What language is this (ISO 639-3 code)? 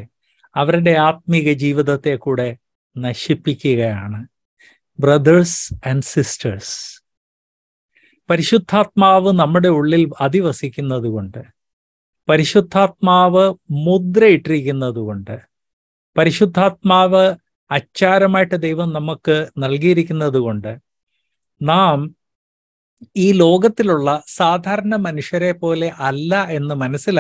mal